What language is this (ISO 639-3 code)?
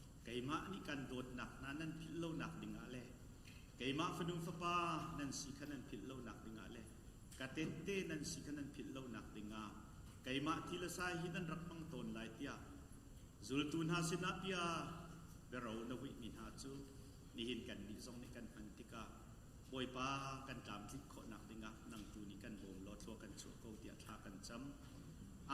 cnh